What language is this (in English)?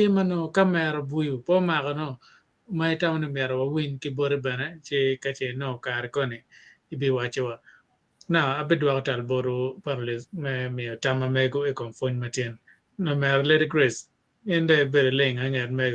Acoli